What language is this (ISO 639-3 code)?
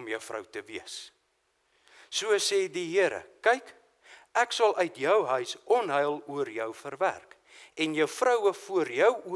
afr